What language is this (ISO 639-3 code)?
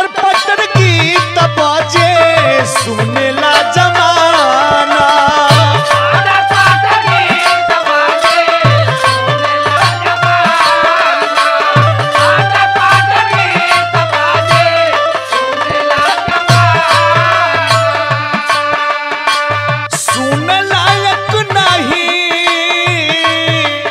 bho